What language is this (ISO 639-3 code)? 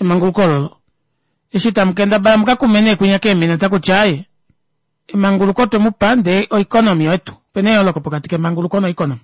kua